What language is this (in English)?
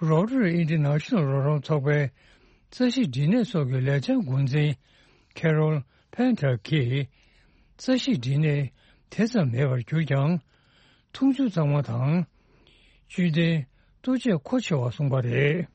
Tibetan